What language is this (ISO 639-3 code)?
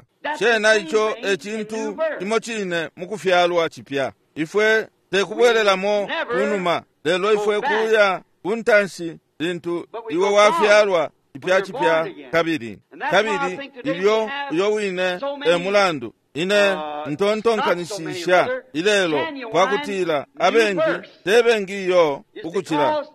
bem